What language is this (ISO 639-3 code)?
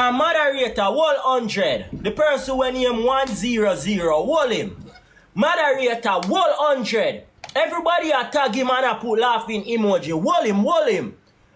jam